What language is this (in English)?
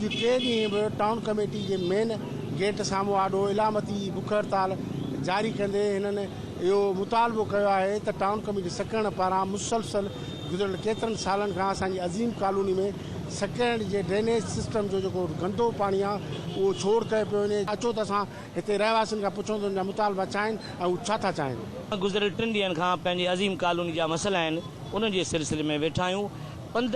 Sindhi